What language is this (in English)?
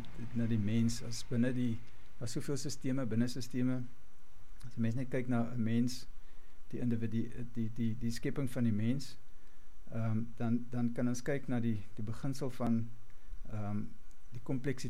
Afrikaans